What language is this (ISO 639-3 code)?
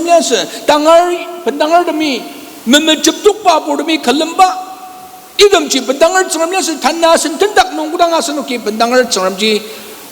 njo